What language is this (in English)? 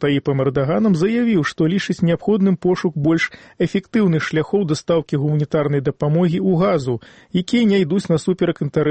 Belarusian